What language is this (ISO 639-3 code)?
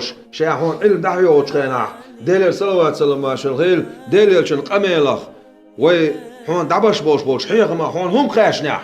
che